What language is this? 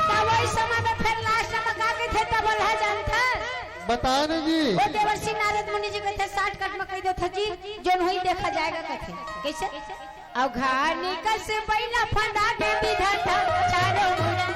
Chhattisgarhi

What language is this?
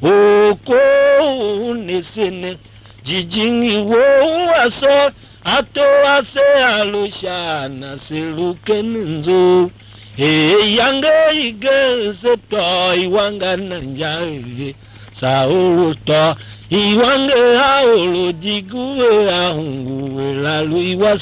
Tiv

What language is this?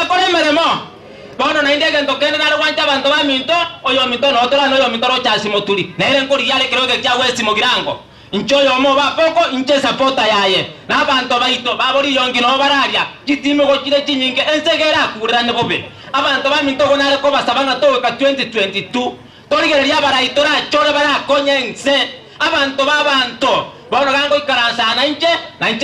Gusii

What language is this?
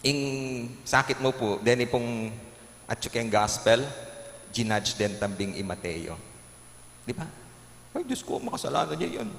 Pampanga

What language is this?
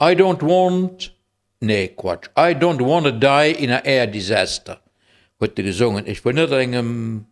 Luxembourgish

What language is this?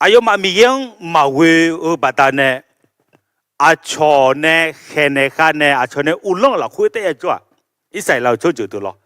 Akha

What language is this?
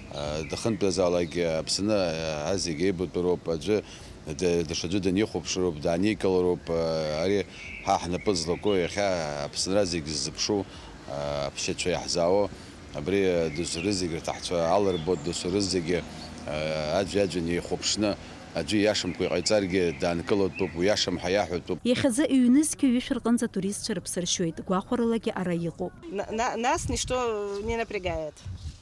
Abkhazian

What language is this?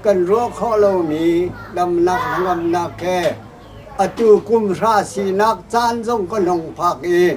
Hakha Chin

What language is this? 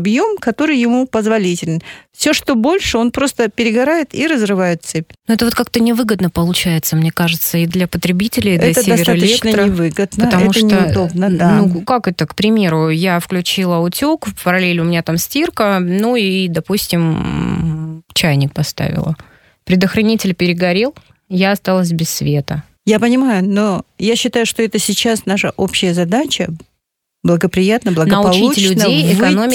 Russian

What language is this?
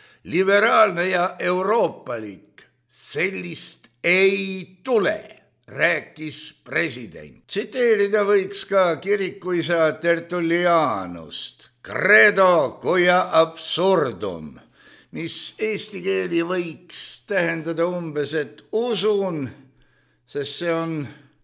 Estonian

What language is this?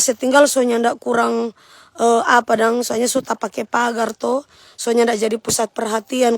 Manado Malay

